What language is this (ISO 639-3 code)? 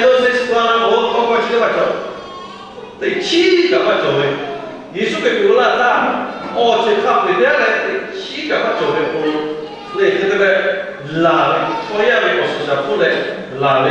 lhu